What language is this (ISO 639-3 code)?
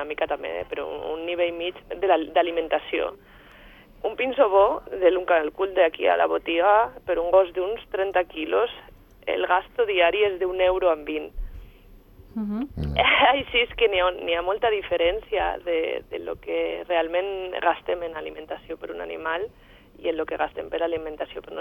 cat